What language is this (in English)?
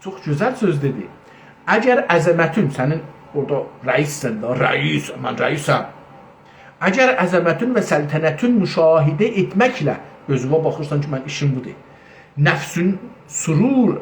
South Azerbaijani